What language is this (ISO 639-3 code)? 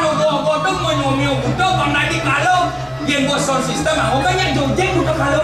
ban